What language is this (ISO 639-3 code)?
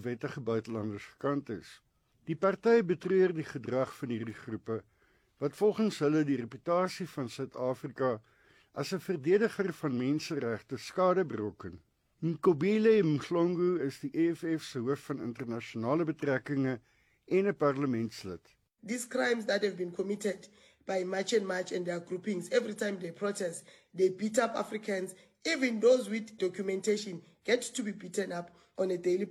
afr